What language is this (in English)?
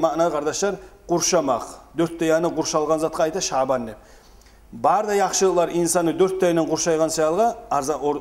Kumyk